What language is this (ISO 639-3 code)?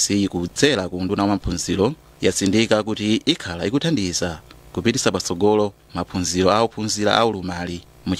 nya